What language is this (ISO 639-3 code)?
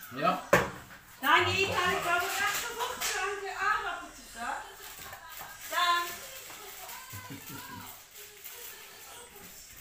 nld